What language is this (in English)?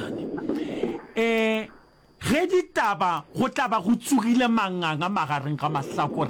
Northern Sotho